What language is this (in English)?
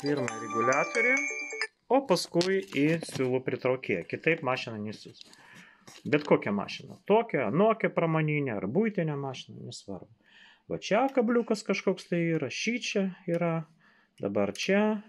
Lithuanian